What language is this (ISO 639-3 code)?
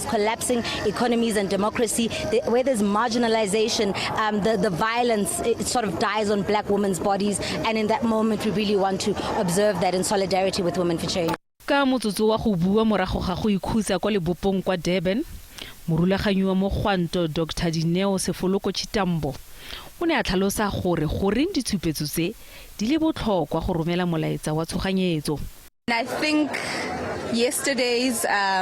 tsn